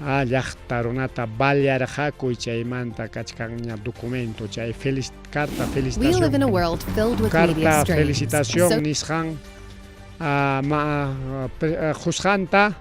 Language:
Ayacucho Quechua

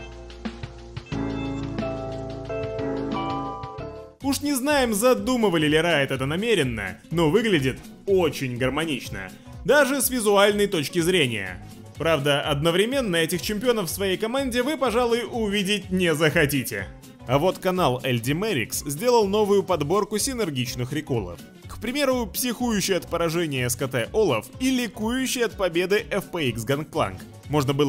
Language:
Russian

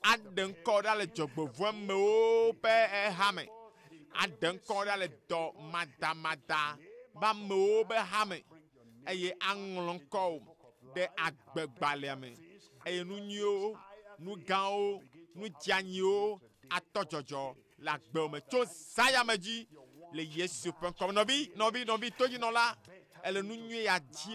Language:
Ewe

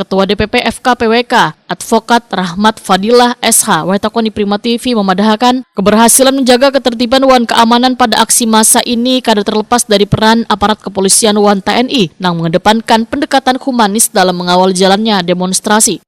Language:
Banjar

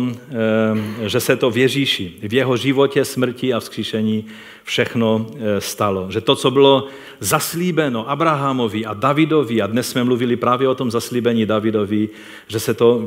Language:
Czech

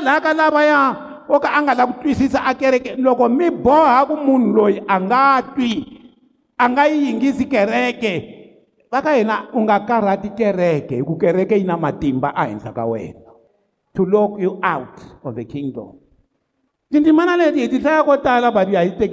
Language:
Tsonga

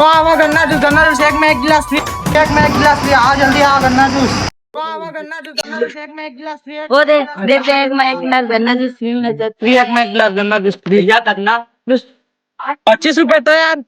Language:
Chhattisgarhi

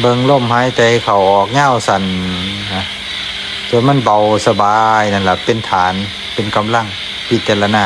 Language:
Lao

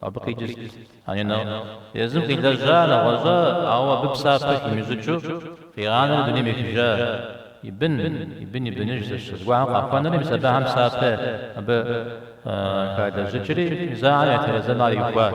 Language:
Kabardian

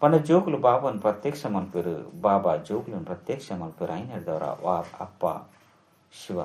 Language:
Tulu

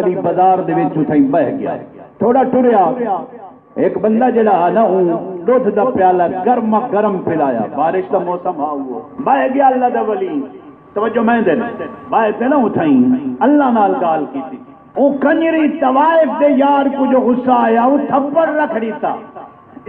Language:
Saraiki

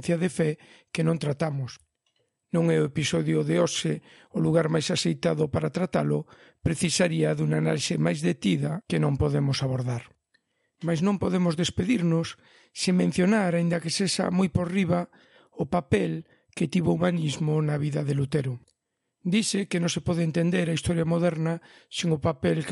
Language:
Galician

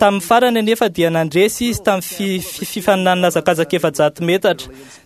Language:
Malagasy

